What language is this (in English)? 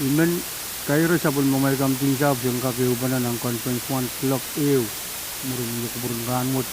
Pohnpeian